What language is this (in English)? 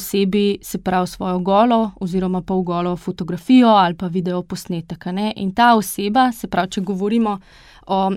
Slovenian